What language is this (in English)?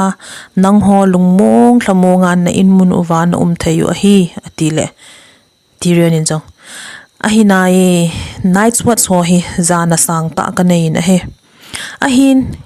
Thado Chin